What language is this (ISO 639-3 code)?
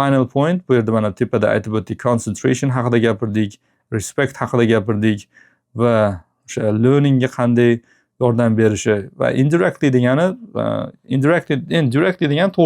uzb